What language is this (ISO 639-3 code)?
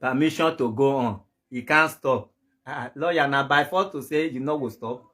pcm